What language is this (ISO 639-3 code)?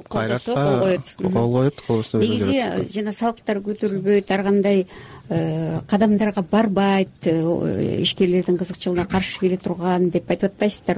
kir